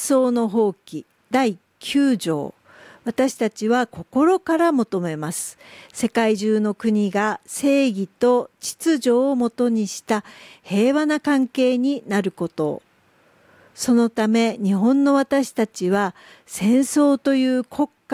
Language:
Japanese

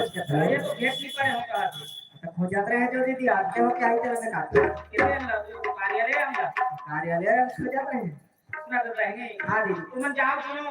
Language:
Chhattisgarhi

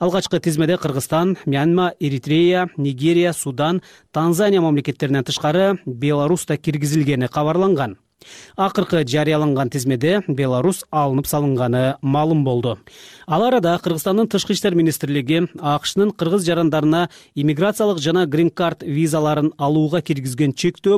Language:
Kyrgyz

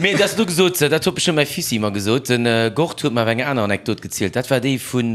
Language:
Luxembourgish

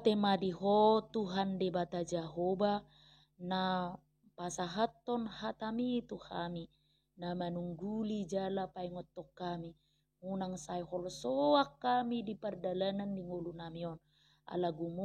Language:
Batak Toba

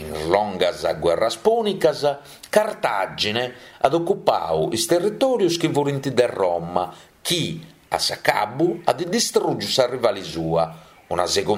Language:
Sardinian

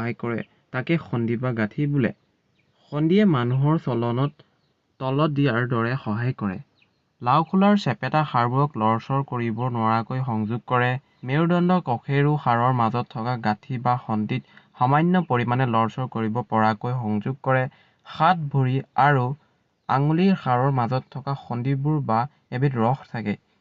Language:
Assamese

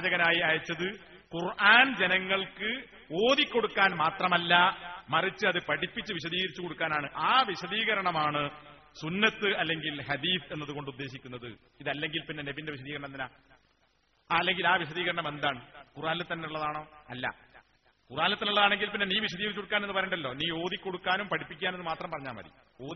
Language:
Malayalam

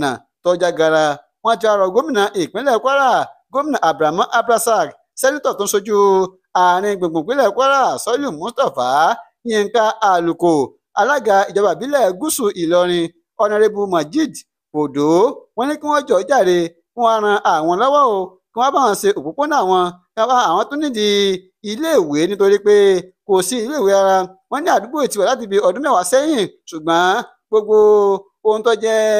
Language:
Yoruba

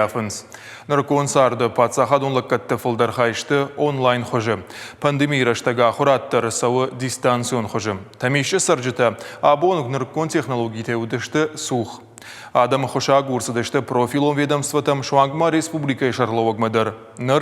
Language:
Ossetic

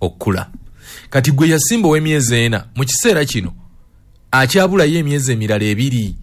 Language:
Ganda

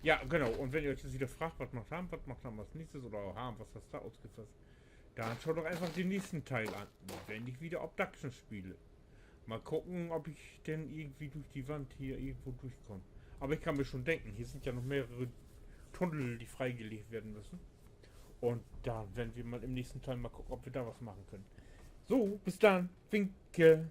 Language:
Low German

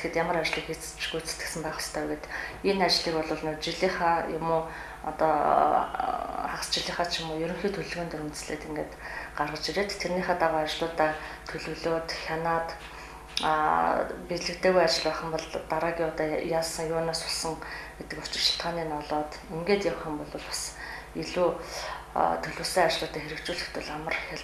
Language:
Mongolian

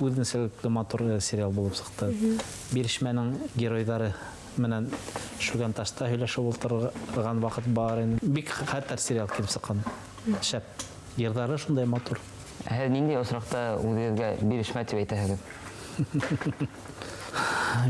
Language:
Bashkir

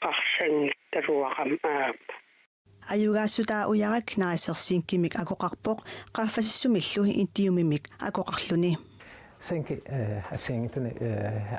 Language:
Kalaallisut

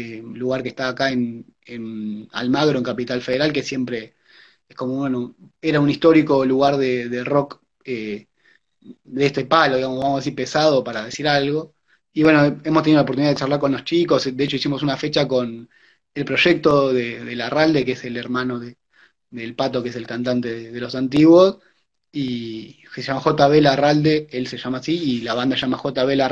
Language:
Spanish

